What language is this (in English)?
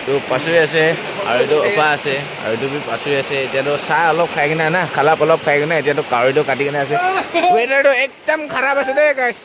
Naga Pidgin